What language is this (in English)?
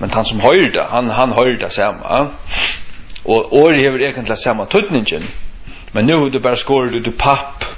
Faroese